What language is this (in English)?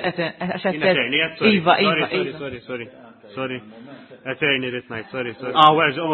Maltese